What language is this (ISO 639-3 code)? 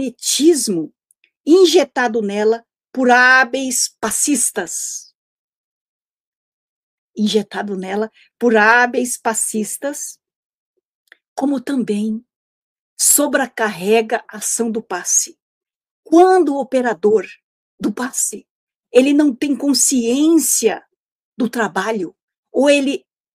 por